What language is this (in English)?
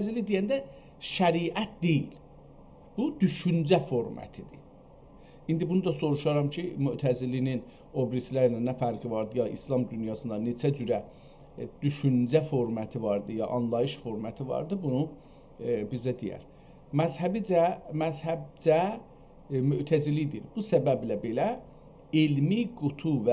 South Azerbaijani